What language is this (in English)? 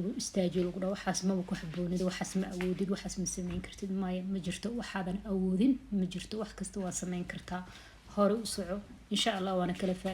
Somali